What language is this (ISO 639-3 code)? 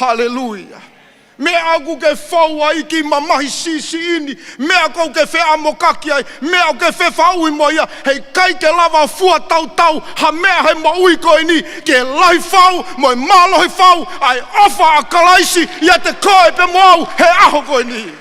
ton